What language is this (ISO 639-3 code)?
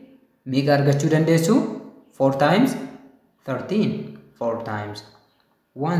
orm